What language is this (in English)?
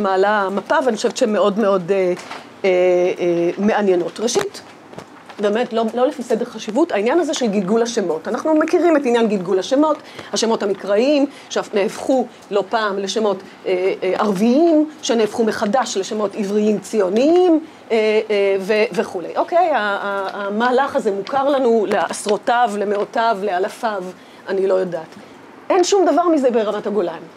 Hebrew